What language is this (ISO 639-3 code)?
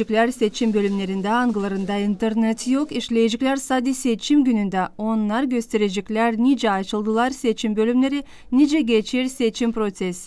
gag